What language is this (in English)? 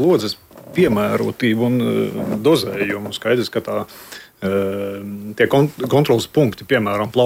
Latvian